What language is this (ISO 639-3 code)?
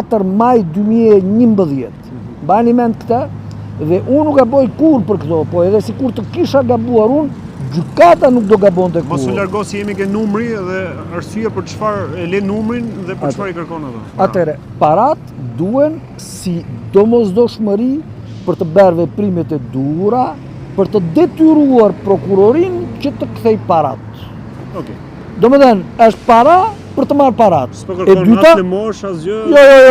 sqi